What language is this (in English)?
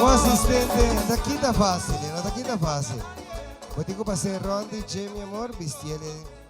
Papiamento